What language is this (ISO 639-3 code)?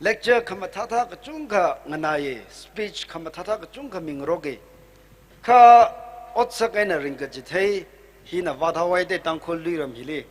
nmf